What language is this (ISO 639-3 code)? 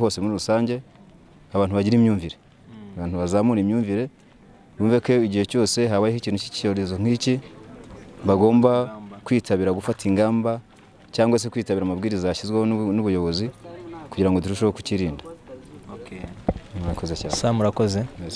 kin